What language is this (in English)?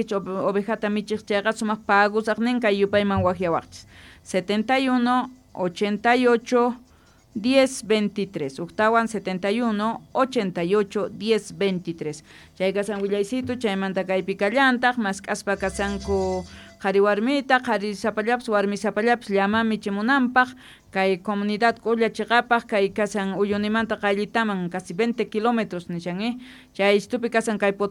Quechua